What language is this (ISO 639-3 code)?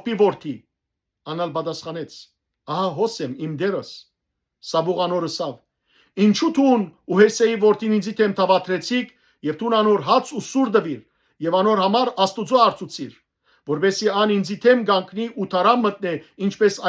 hyw